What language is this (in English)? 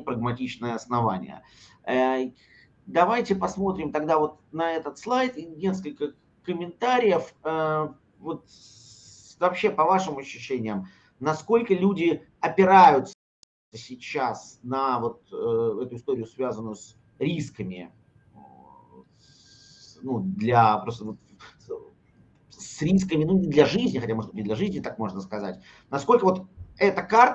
Russian